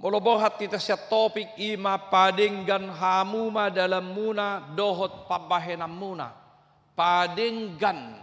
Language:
Batak Toba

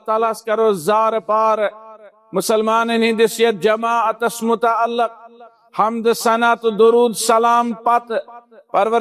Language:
Kashmiri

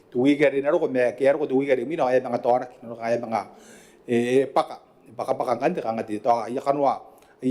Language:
Gilbertese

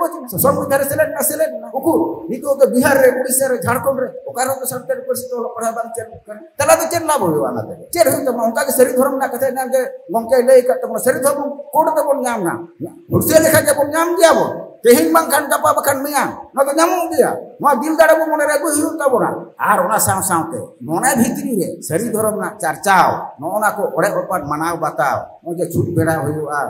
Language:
Santali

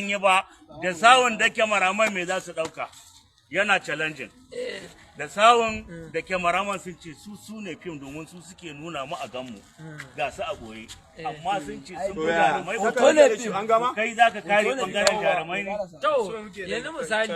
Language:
Hausa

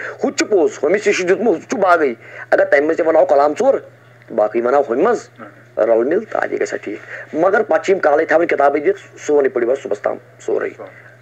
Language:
Kashmiri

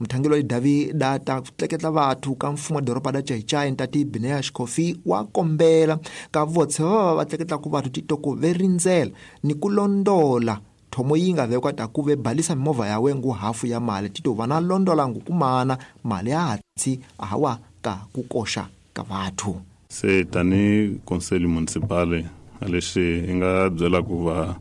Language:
Tsonga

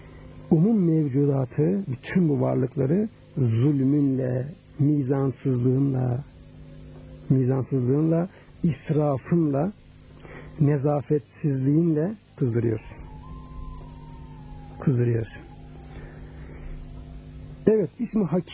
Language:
Turkish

